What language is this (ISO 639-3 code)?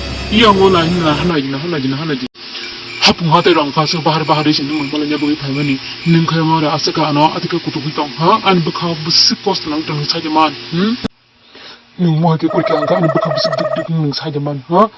trp